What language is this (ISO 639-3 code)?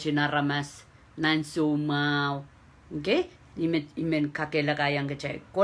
pon